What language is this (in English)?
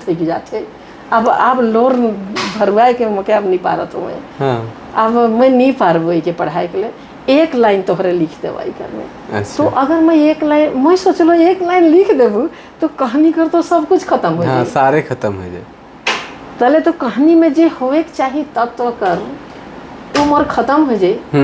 Sadri